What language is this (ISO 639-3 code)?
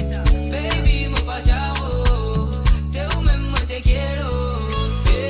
mfe